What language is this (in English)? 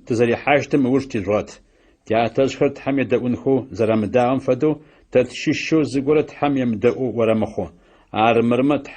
Adyghe